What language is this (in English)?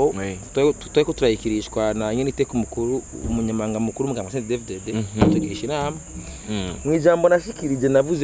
Rundi